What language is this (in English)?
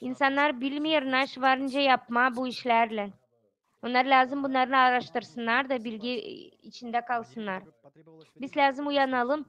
Gagauz